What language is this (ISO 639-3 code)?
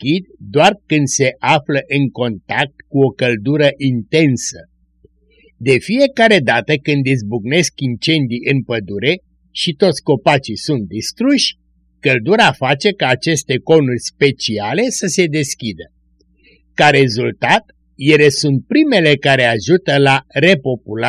ron